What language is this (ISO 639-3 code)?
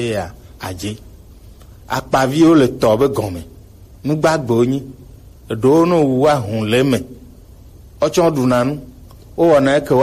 gej